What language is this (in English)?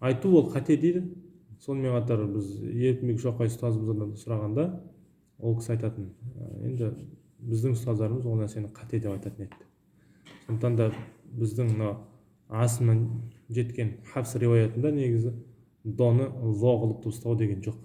Kazakh